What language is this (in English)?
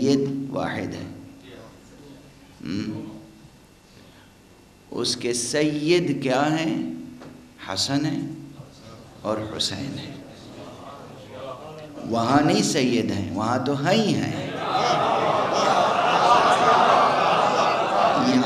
Urdu